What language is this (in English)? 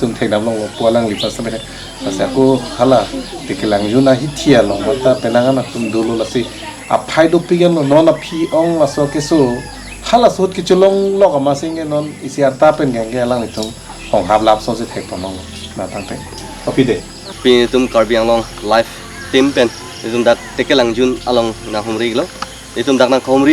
Karbi